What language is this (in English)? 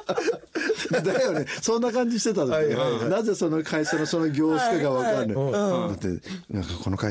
Japanese